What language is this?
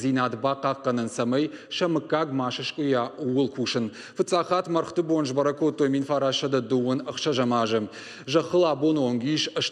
Ossetic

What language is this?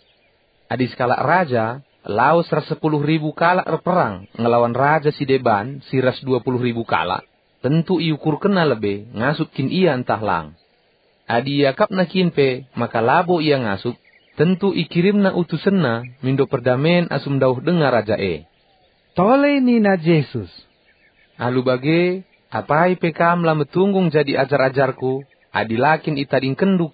Batak Karo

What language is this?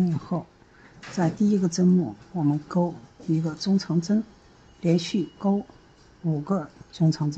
Chinese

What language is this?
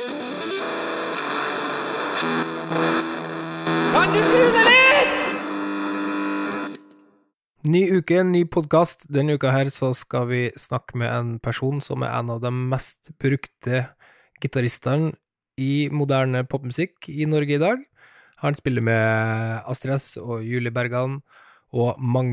Norwegian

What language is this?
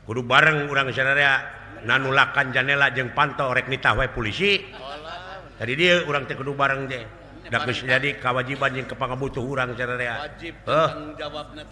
Sundanese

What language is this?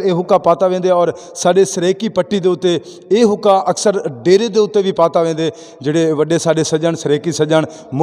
Saraiki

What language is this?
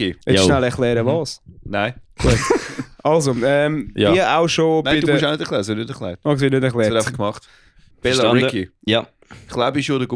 Swiss German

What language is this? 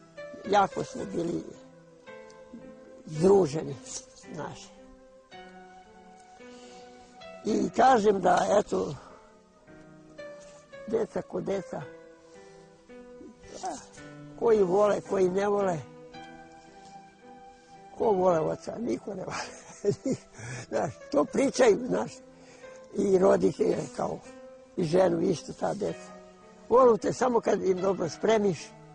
Serbian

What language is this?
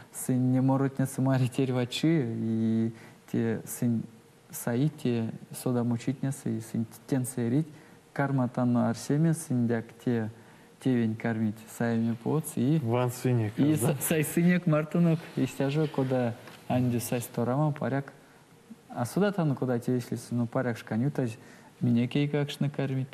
Erzya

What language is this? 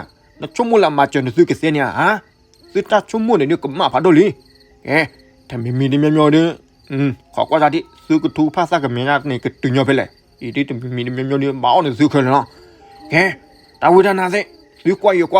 S'gaw Karen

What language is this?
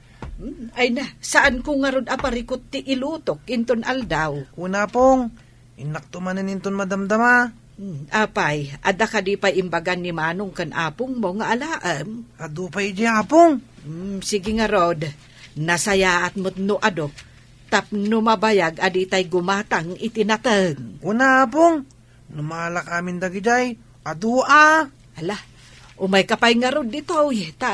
Iloko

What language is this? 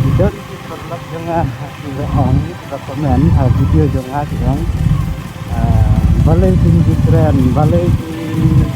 Khasi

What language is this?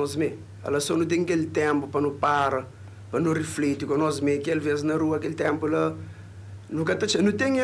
Kabuverdianu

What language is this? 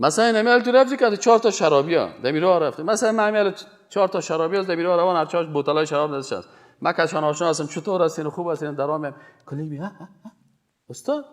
Persian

